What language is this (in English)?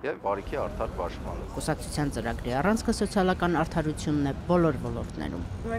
Armenian